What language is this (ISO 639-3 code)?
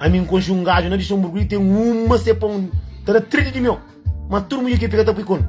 kea